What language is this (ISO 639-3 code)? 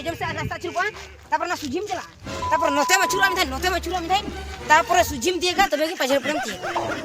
sat